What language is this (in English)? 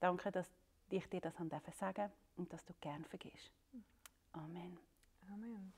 Swiss German